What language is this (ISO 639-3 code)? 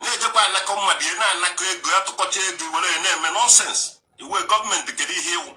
ibo